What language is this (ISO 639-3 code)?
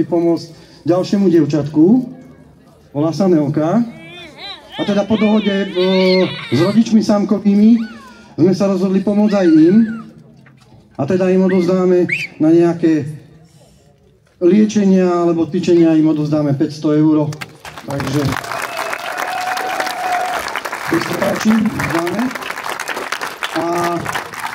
slk